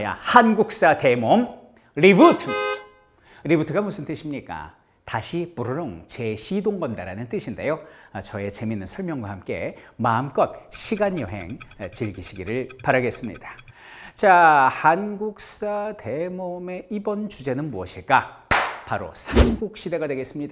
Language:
Korean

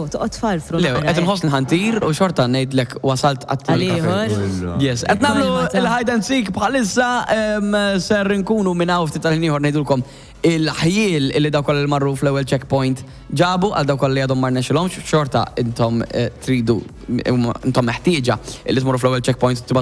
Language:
Maltese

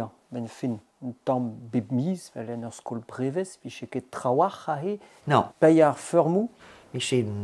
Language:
Breton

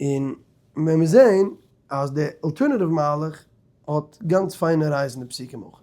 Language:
Yiddish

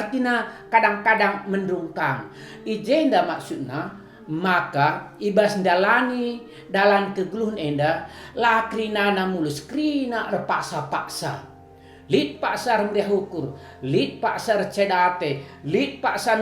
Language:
Batak Karo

